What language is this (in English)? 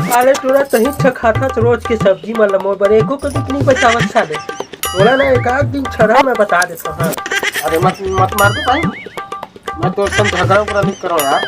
Chhattisgarhi